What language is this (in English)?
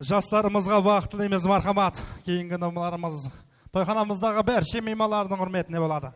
Kara-Kalpak